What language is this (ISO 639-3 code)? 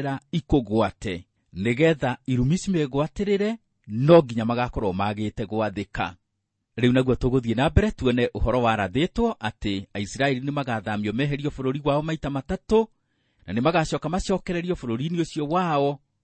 kik